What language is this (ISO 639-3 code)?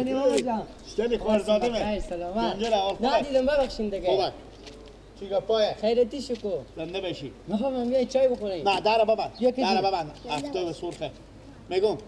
fas